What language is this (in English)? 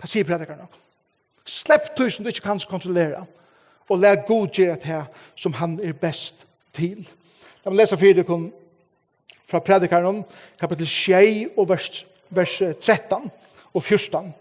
Faroese